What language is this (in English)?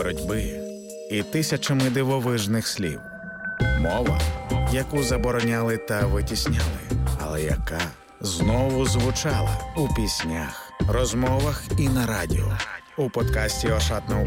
Ukrainian